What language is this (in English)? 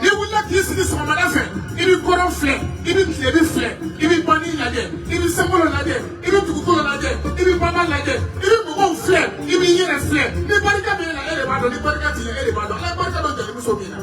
Bambara